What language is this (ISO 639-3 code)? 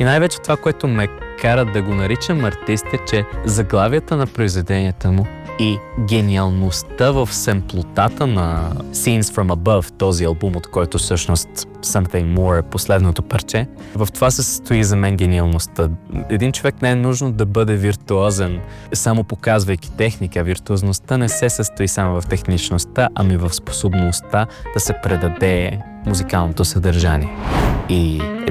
bul